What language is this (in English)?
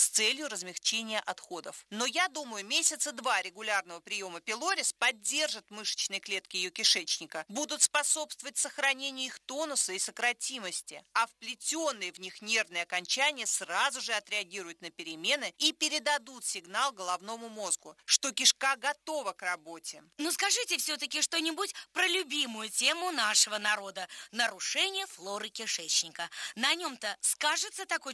Russian